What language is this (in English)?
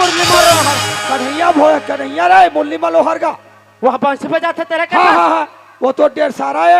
Chhattisgarhi